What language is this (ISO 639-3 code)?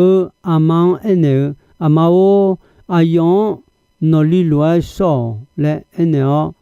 ahk